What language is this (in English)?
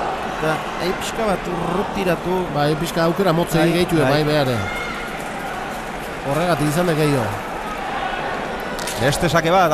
Basque